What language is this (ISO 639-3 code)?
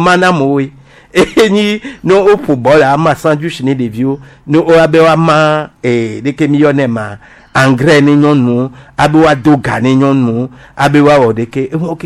gej